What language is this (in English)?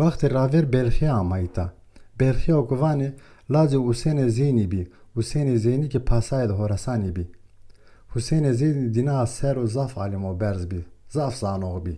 Zaza